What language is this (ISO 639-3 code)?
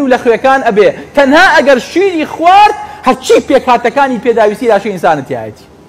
ckb